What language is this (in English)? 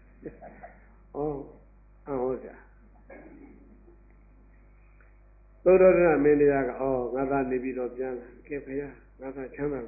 Burmese